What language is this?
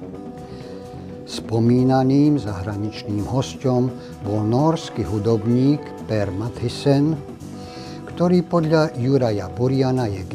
Slovak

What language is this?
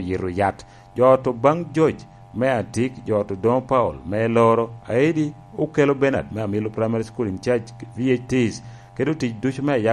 Lango (Uganda)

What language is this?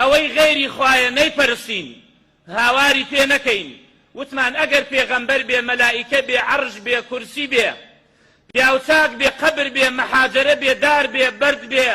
Central Kurdish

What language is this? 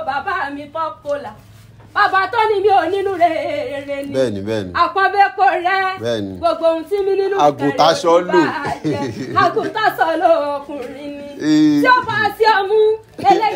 Yoruba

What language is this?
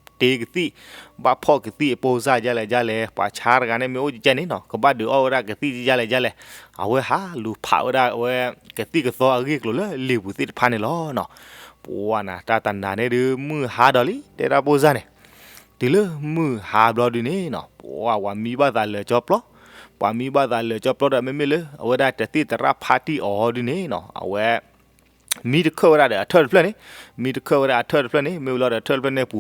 S'gaw Karen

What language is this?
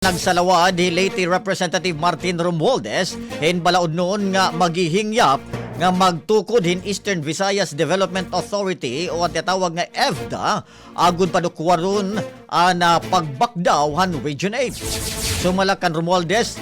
Waray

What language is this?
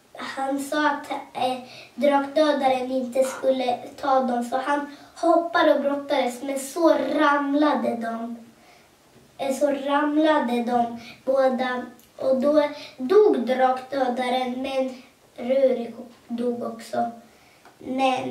Swedish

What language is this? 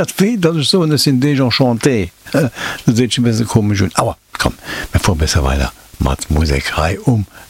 Luxembourgish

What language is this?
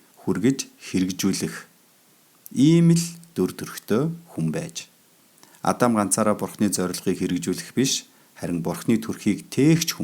Mongolian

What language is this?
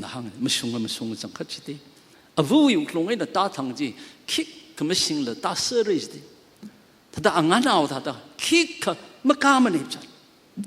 Tangkhul Naga (India)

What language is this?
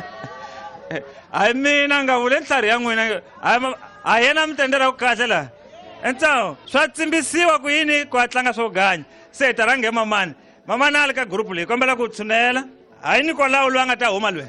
Tsonga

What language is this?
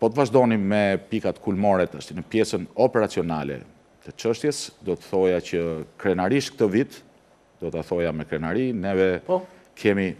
Albanian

